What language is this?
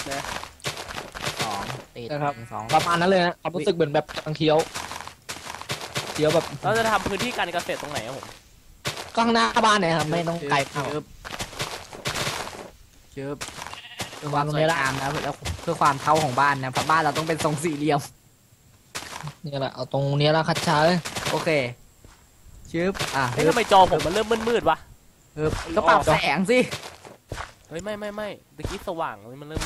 Thai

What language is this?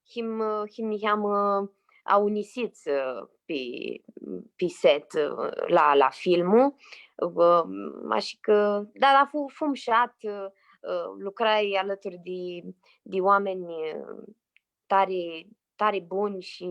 Aromanian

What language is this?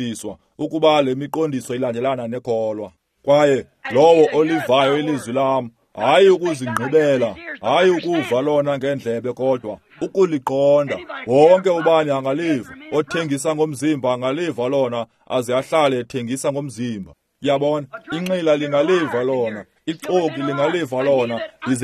Xhosa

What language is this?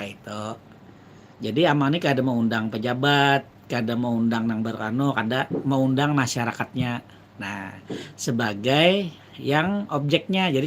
Banjar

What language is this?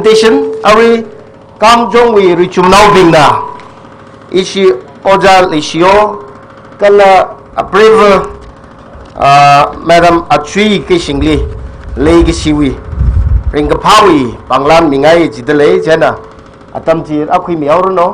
Tangkhul Naga (India)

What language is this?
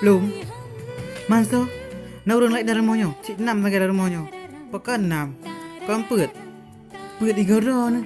Achinese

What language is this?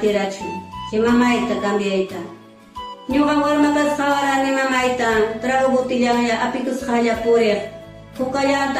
Ayacucho Quechua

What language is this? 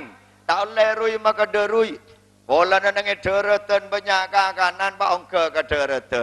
Madurese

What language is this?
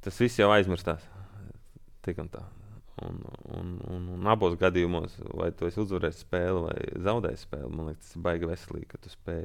Latvian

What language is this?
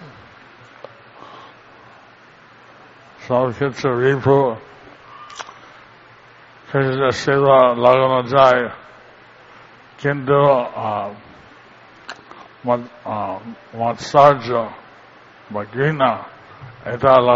Bangla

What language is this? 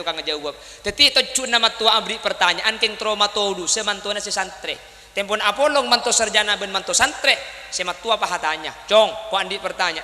Madurese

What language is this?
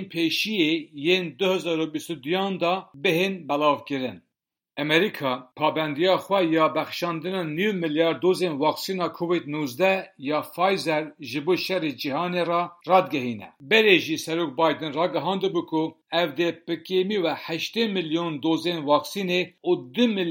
Kurdish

